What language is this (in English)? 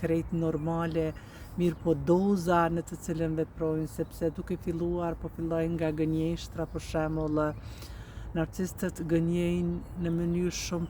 Albanian